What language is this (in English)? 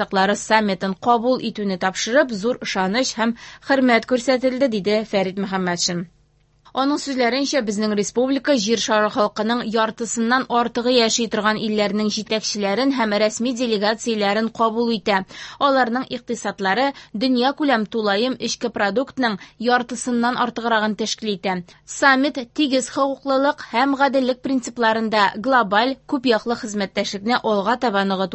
Tatar